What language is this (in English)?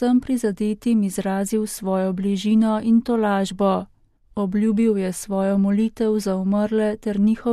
Slovenian